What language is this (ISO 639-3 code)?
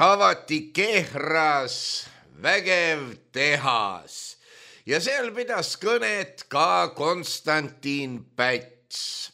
est